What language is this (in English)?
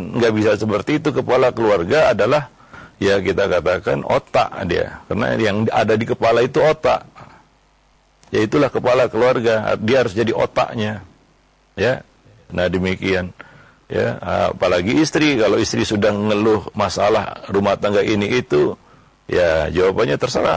Indonesian